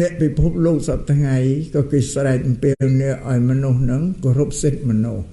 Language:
Khmer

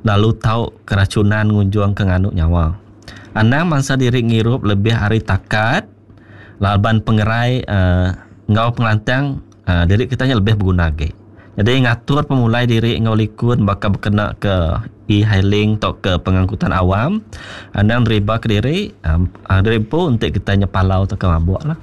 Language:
Iban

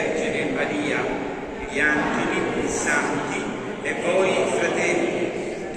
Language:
Italian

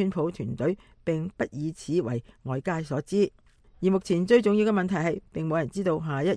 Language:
Cantonese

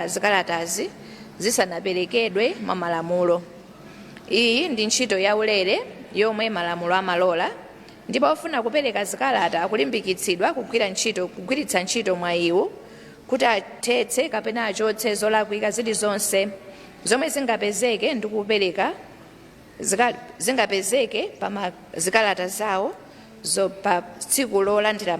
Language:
Nyanja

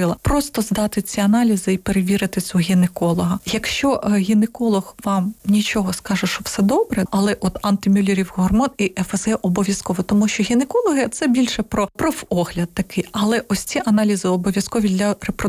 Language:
Ukrainian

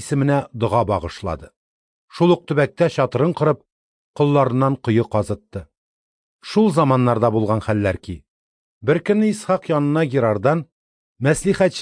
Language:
Tatar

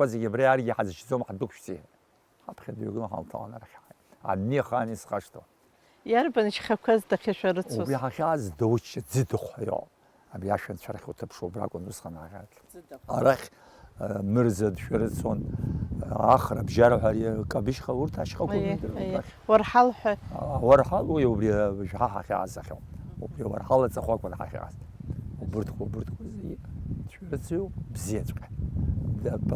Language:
Abkhazian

